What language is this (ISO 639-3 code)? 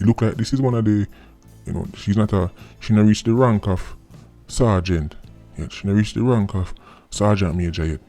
jam